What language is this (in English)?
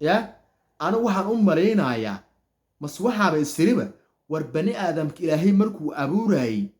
Somali